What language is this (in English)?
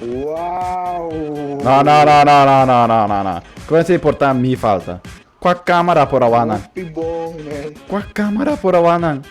Papiamento